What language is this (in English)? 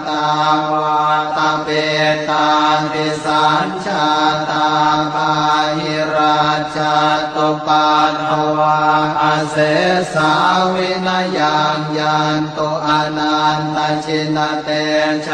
Pali